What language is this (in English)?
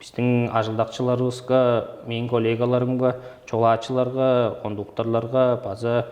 Tuvinian